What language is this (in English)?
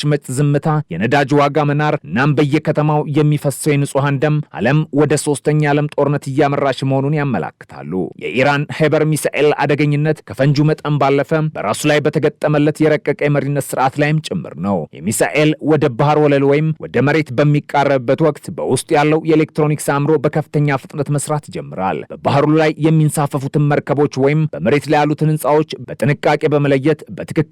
Amharic